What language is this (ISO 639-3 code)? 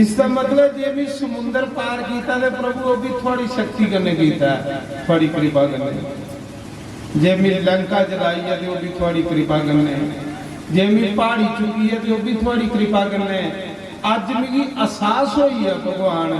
doi